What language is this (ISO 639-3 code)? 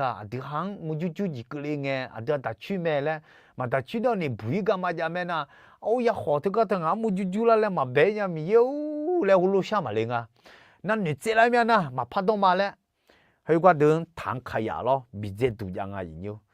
ahk